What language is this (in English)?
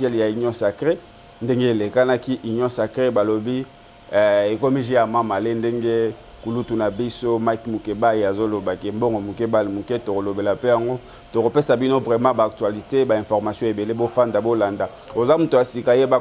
Lingala